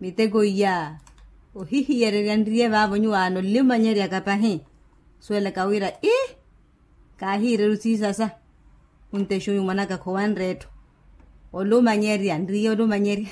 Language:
Makhuwa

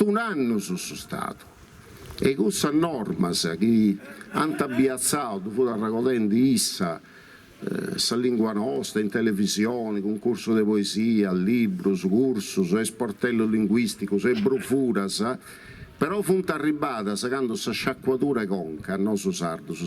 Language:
Sardinian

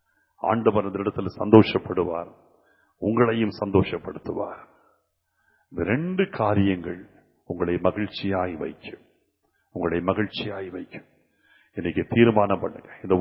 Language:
Tamil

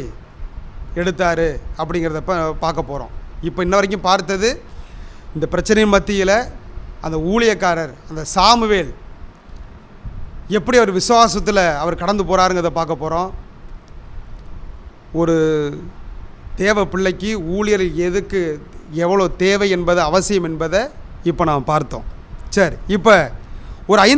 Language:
Tamil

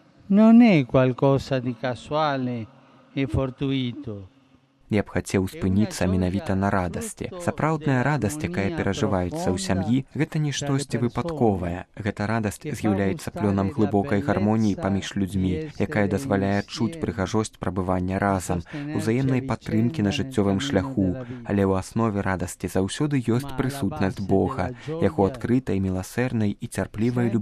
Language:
Belarusian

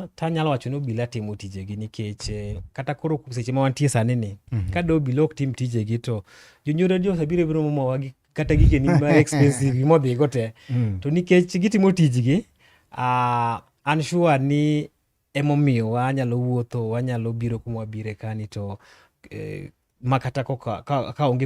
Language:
Luo (Kenya and Tanzania)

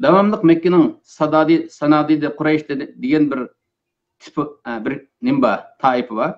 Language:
Uyghur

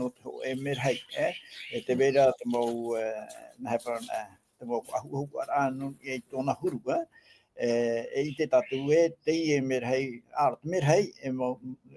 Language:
Tahitian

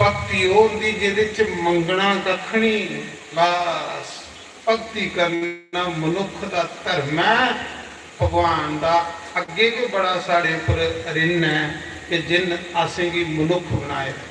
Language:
Dogri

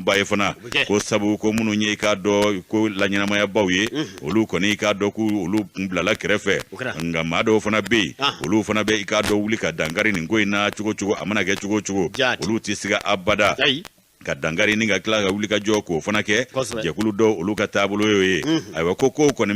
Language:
Bambara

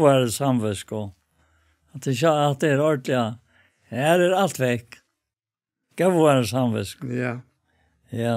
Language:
Faroese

